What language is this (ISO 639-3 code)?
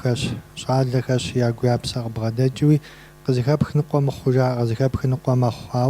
kbd